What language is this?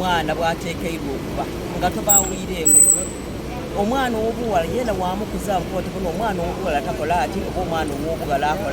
Soga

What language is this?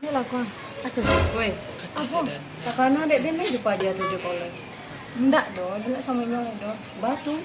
Minangkabau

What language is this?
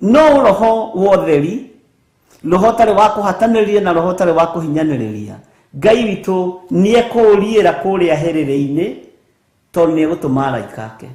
Kikuyu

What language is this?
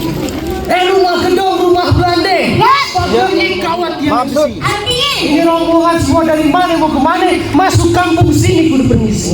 Betawi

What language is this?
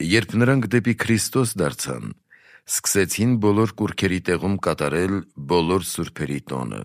Armenian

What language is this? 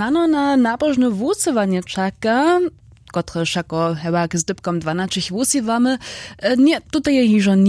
Upper Sorbian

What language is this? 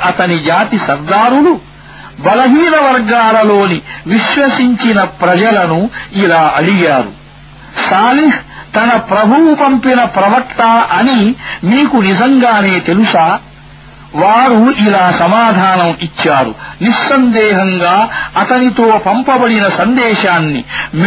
Telugu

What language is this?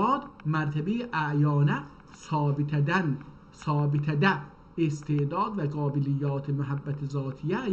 South Azerbaijani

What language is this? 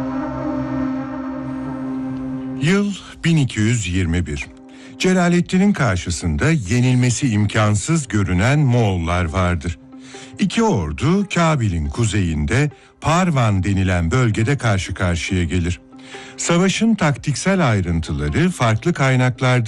Turkish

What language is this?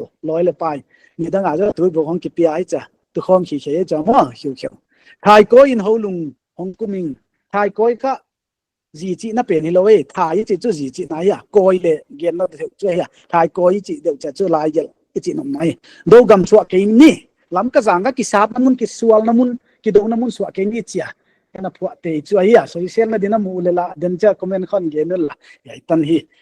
Paite Chin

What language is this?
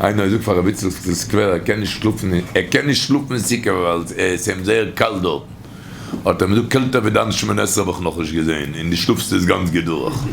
Yiddish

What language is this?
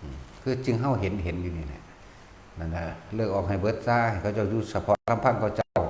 Lao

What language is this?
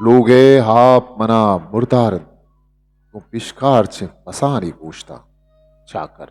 Eastern Balochi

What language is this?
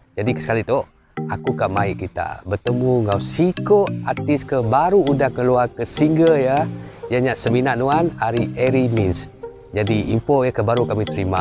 Iban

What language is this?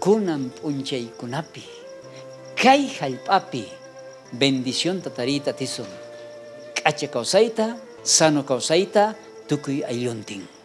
South Bolivian Quechua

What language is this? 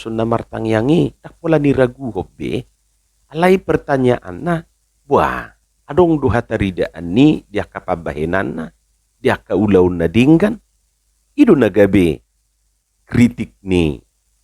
Batak Toba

